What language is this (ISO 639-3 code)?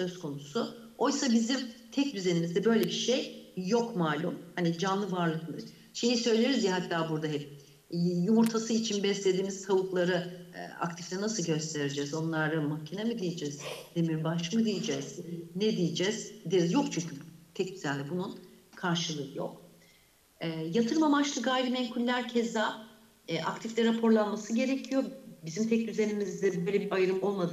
tur